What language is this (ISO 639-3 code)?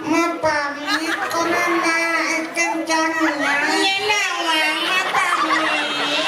ban